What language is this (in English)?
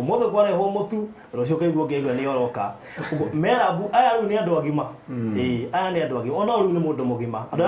Kikuyu